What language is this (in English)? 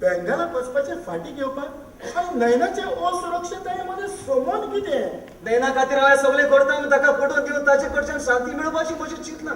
Konkani